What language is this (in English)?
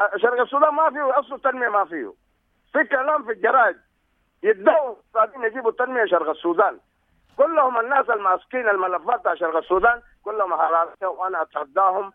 Sudanese Arabic